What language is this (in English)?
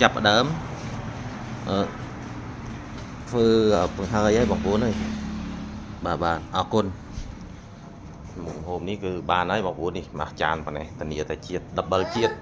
Khmer